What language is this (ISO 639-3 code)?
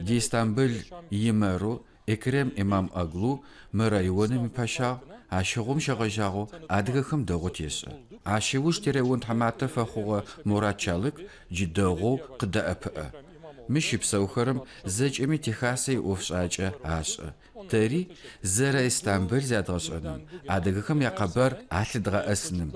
ady